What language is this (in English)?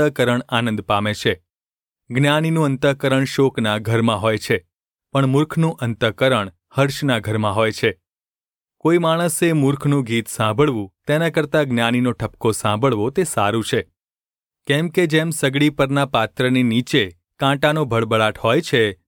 Gujarati